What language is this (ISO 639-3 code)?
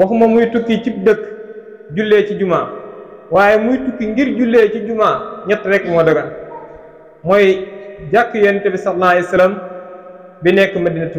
wol